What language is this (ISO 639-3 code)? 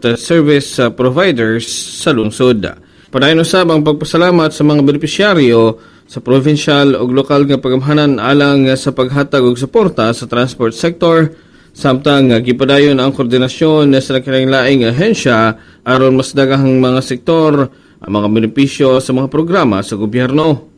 ceb